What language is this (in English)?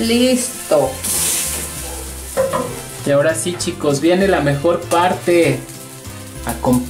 Spanish